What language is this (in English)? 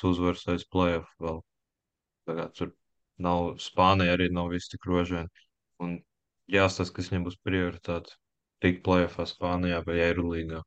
Latvian